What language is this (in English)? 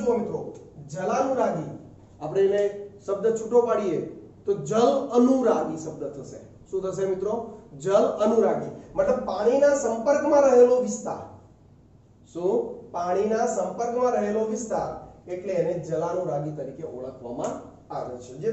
Gujarati